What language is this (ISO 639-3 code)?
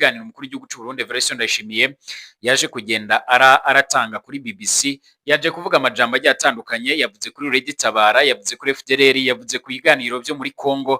run